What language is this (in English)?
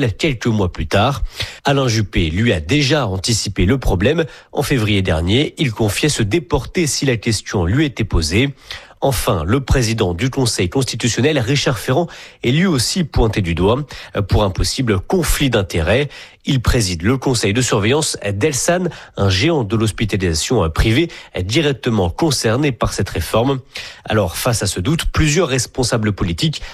French